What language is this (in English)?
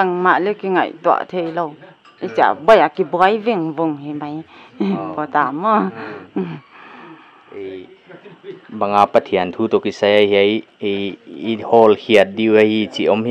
Paite Chin